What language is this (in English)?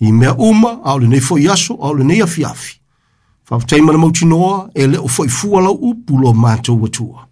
Samoan